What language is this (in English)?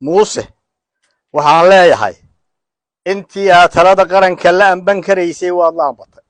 Somali